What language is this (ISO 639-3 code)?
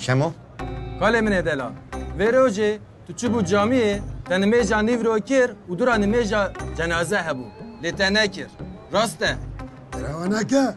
kur